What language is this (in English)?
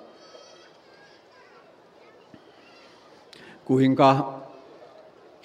Finnish